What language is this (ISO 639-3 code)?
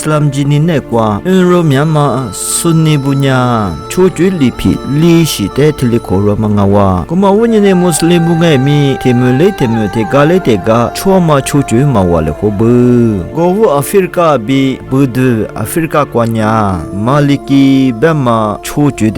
lis